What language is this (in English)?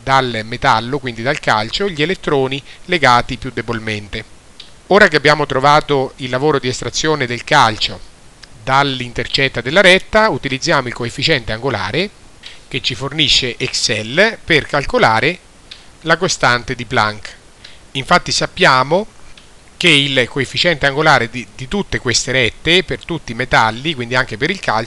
Italian